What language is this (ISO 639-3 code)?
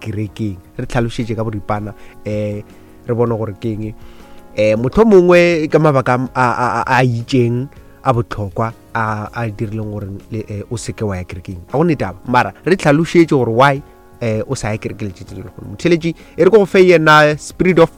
nso